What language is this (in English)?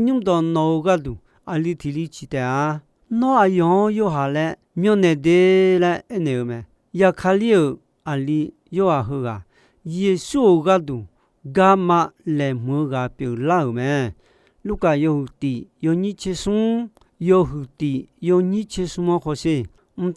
Akha